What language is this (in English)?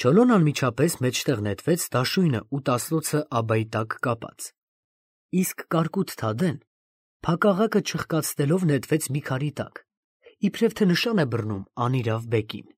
Armenian